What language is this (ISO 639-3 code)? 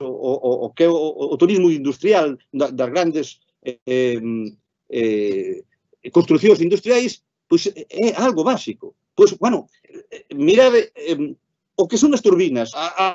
glg